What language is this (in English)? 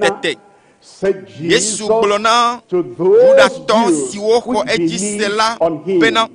Ewe